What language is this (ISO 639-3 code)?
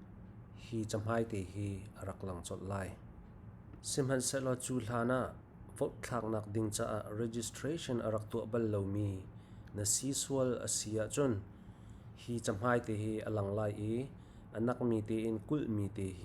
cnh